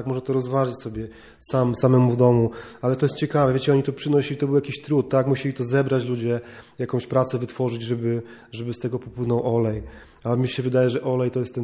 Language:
Polish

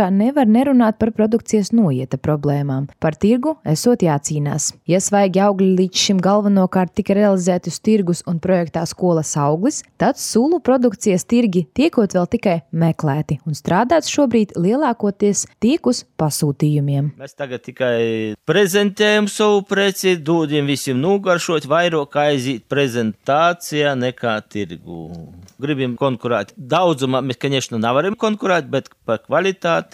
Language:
Latvian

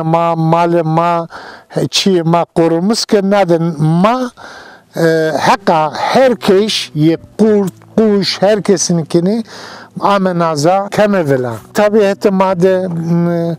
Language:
Zaza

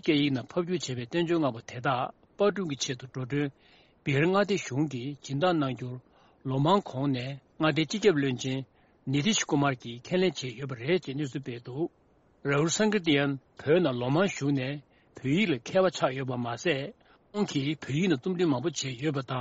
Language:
Tibetan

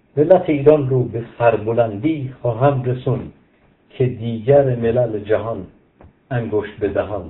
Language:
Persian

